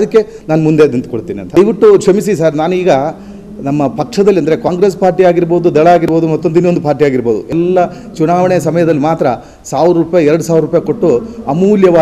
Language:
Kannada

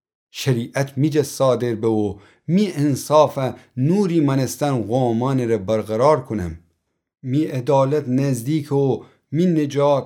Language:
Gilaki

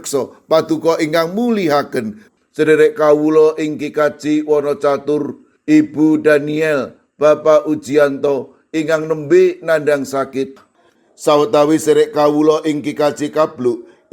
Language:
Javanese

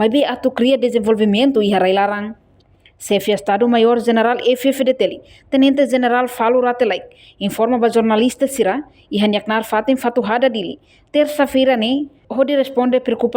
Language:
Tetum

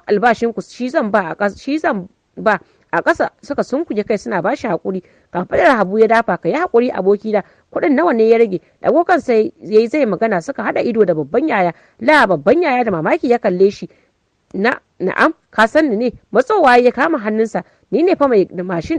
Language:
Hausa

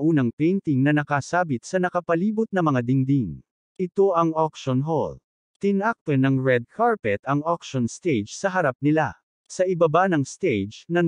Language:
Filipino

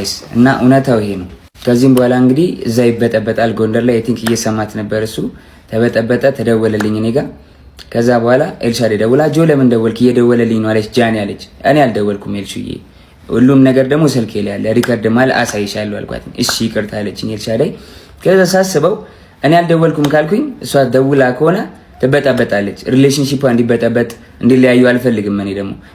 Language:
Amharic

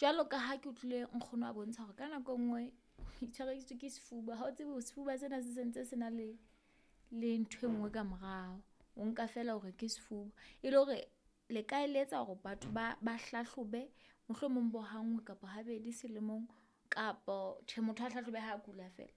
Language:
Southern Sotho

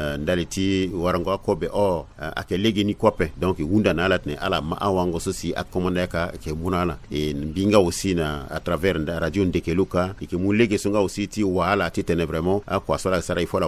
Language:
Sango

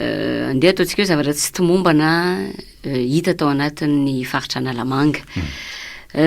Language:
Malagasy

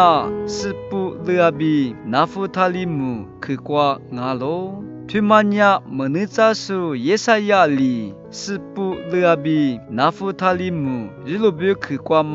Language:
Lisu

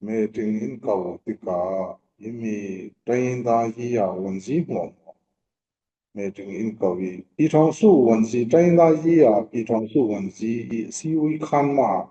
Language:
Falam Chin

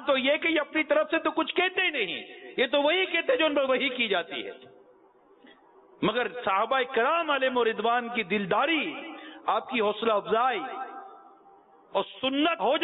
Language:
Urdu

